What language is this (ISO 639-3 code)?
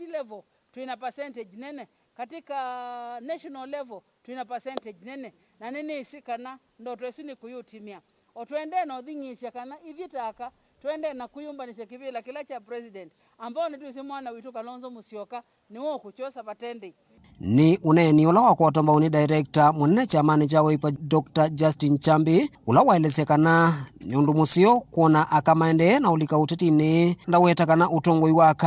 kam